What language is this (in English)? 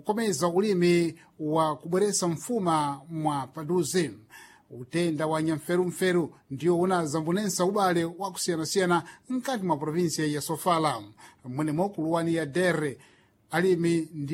Sena